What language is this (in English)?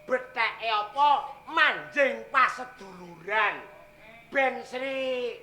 Javanese